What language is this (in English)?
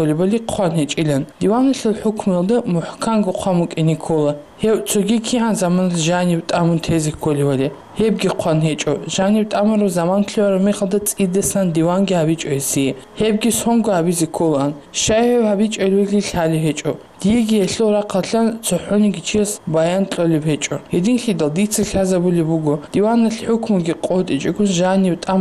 Avaric